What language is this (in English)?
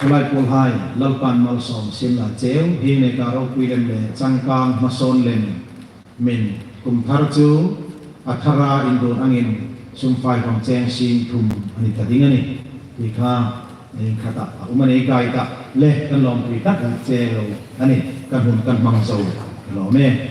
Hmar